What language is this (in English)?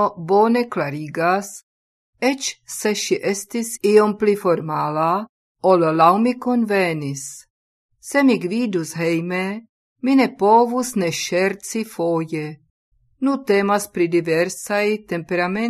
Esperanto